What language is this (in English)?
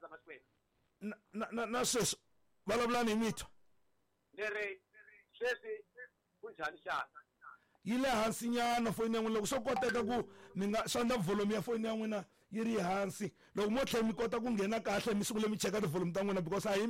Tsonga